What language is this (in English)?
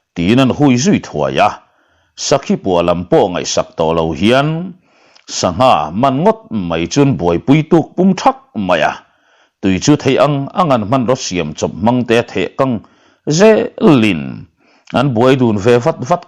Mizo